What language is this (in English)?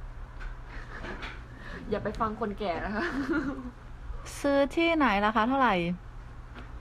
Thai